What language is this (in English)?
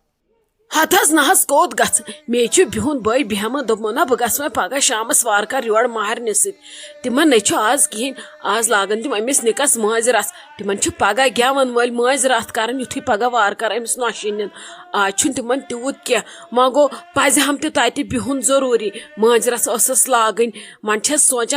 Kashmiri